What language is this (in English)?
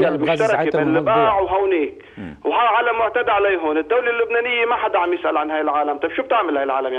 North Levantine Arabic